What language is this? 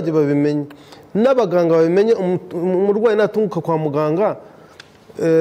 Kinyarwanda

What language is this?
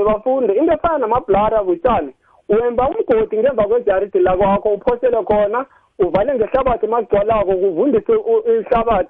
South Ndebele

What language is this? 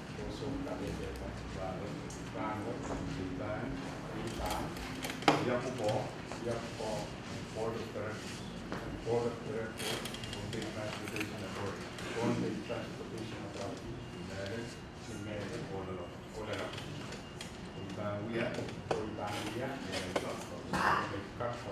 Pohnpeian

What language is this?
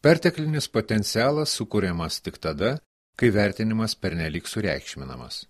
Lithuanian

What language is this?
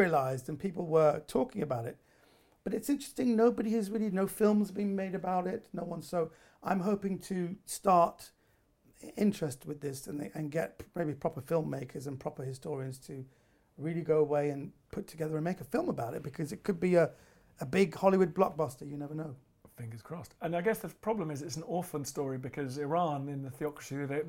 English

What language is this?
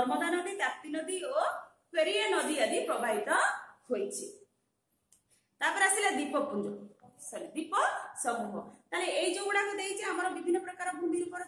Odia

